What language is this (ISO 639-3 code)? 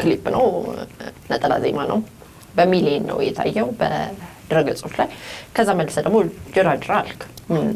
amh